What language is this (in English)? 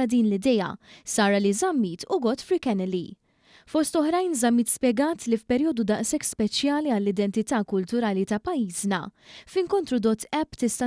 Maltese